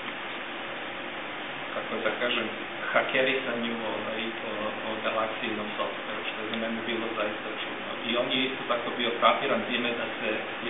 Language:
Serbian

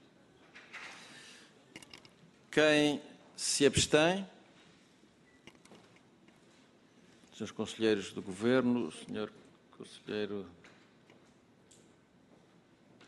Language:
Portuguese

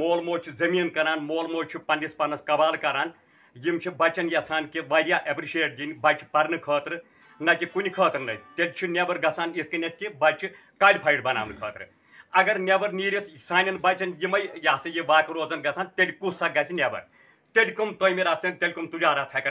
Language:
Kashmiri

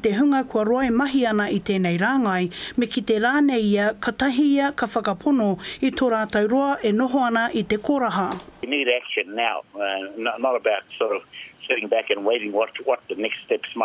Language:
Māori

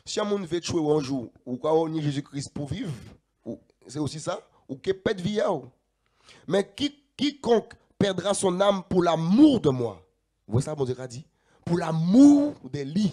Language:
Guadeloupean Creole French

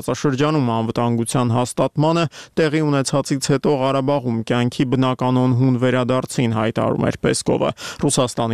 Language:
Armenian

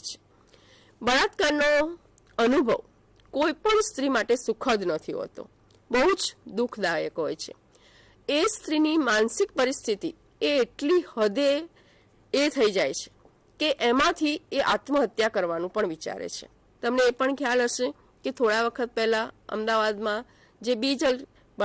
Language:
Gujarati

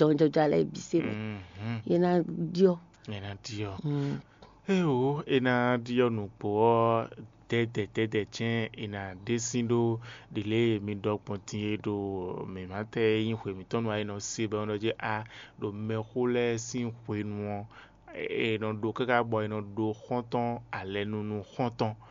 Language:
Fon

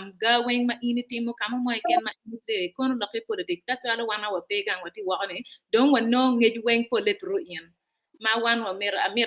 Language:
Acoli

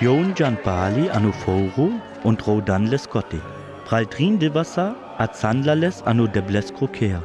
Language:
Sinte Romani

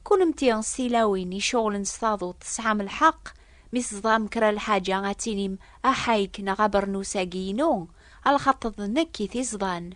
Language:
Kabyle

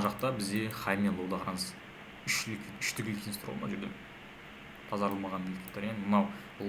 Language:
Kazakh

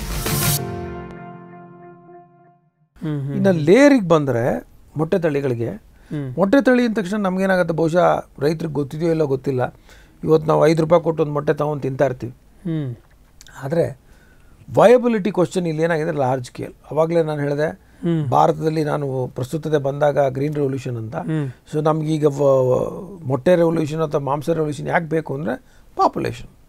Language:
Kannada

